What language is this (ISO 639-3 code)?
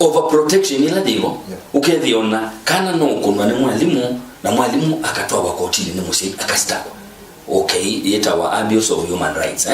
kam